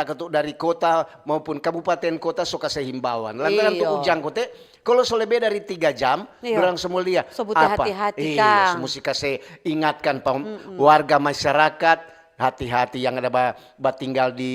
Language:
Manado Malay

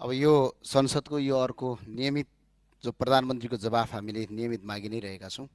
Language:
Nepali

